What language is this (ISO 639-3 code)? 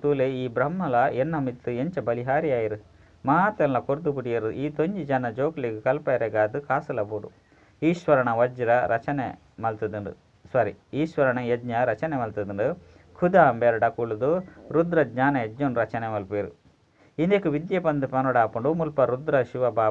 tcy